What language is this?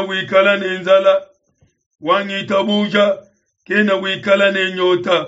Luba-Lulua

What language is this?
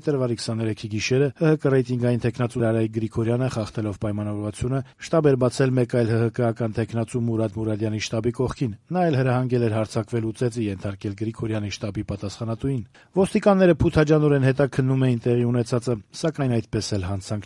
Armenian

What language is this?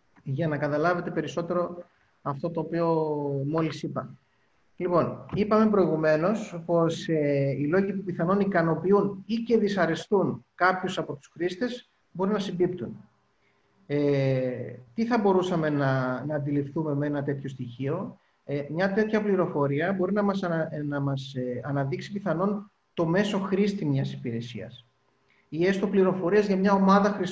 Greek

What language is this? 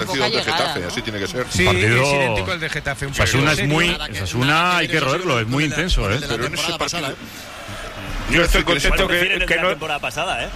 Spanish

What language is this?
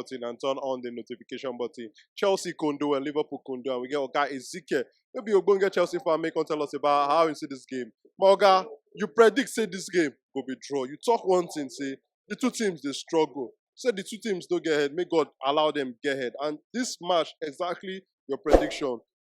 Nigerian Pidgin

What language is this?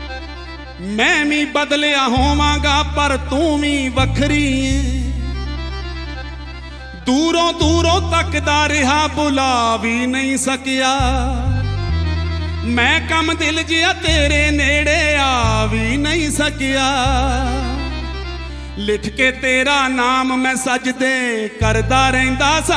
Punjabi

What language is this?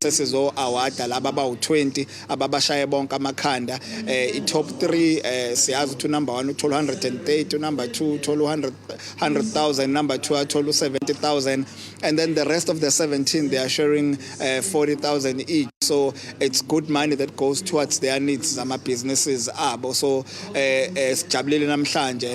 Zulu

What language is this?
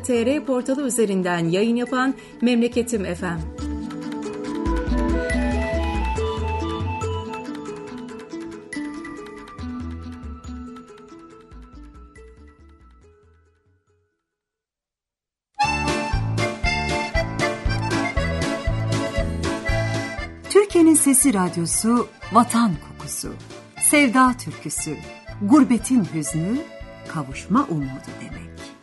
Turkish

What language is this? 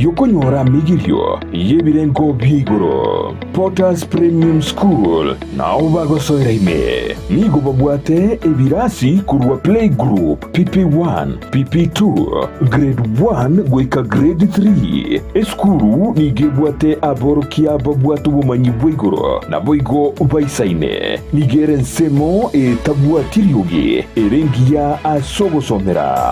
Gusii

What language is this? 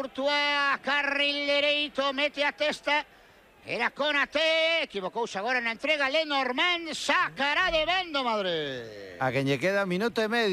Galician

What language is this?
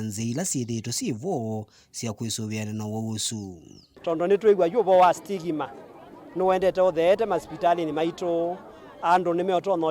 Kamba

